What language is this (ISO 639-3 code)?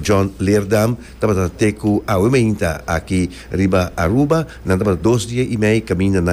pap